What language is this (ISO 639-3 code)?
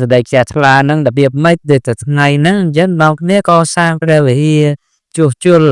khm